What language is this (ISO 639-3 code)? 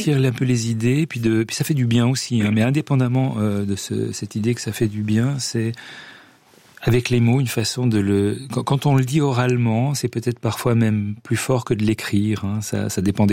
fra